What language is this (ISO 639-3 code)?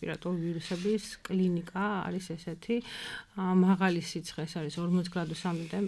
kat